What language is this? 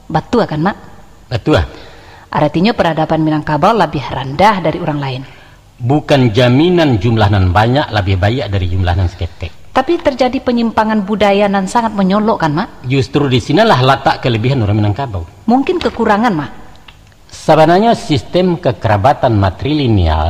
Minangkabau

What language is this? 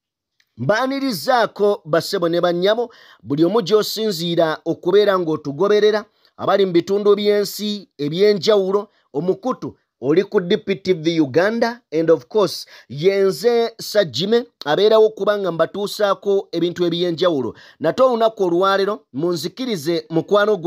Ganda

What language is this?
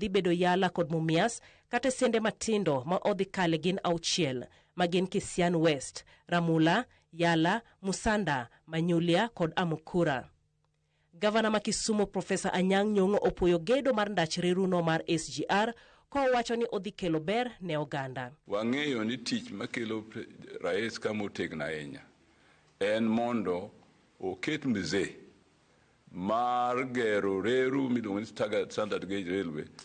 Luo (Kenya and Tanzania)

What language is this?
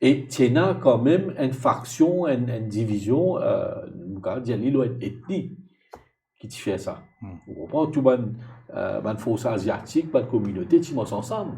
Morisyen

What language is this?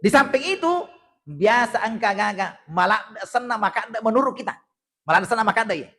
Buginese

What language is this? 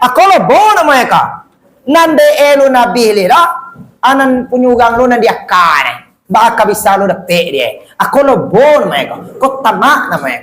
Minangkabau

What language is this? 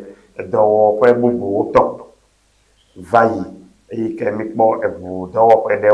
Ewe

